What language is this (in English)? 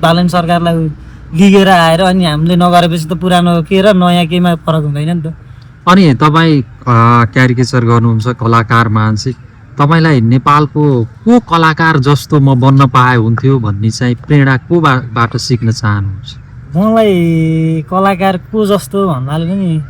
Nepali